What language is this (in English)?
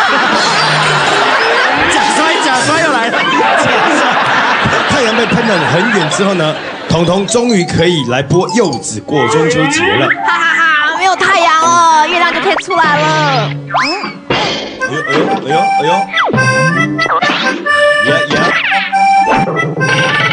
Chinese